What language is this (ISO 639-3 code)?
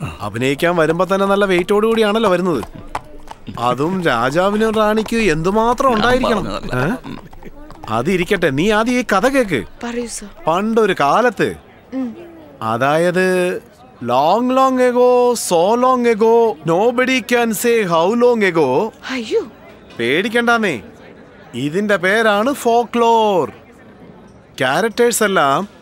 mal